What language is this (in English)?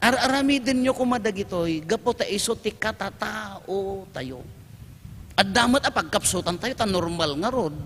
Iloko